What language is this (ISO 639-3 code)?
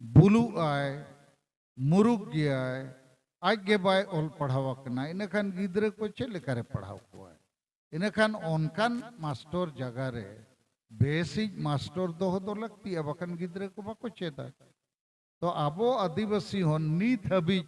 sat